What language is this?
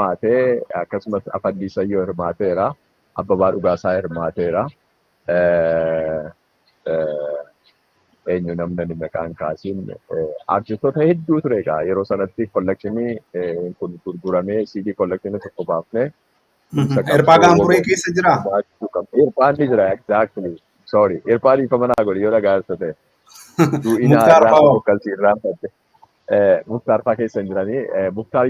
Oromo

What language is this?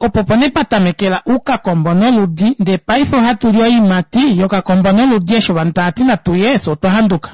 Kuanyama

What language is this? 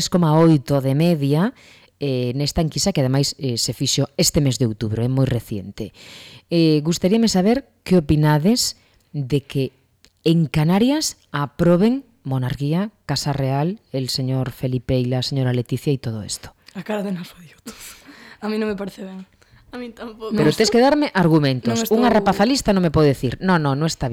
Galician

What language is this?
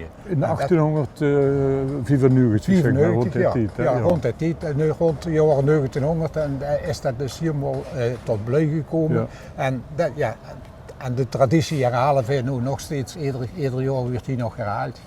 Limburgish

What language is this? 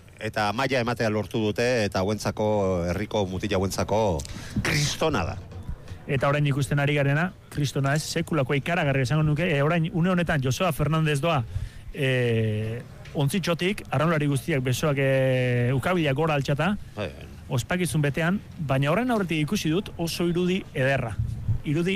Basque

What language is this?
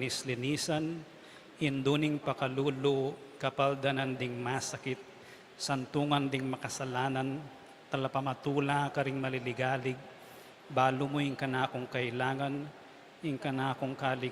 Pampanga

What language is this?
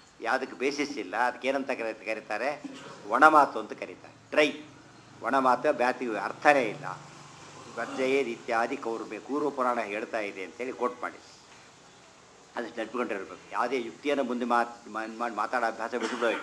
Kannada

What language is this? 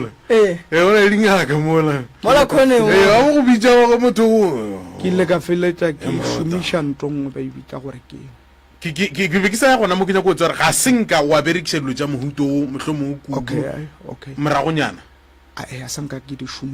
Northern Sotho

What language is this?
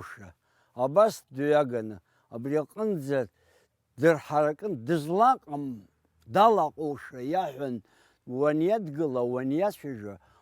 Abkhazian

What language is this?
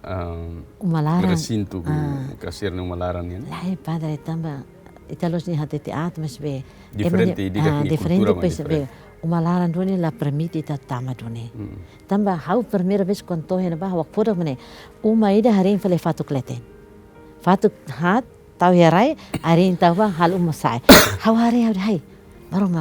Tetum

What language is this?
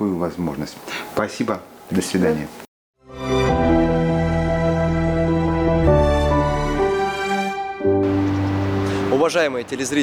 Russian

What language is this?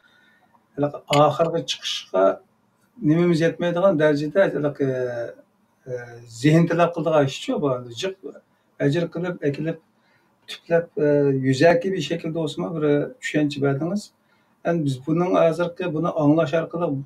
Uyghur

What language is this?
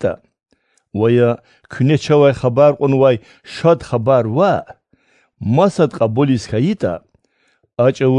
Lezghian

